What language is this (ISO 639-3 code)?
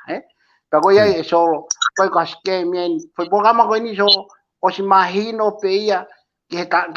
ton